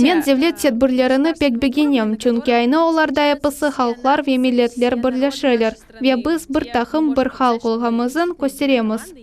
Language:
Crimean Tatar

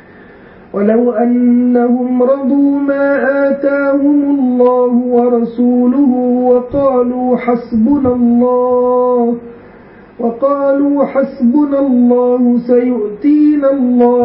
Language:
Arabic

